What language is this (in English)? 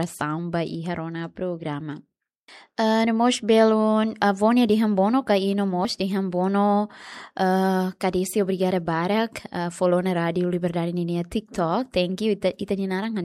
Tetum